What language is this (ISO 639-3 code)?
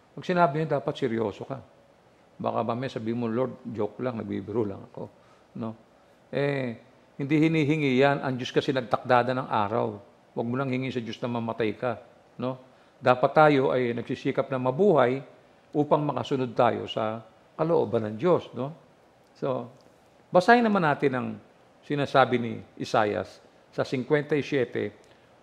fil